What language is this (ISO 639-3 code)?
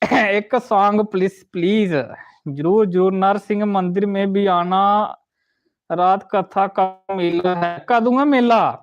doi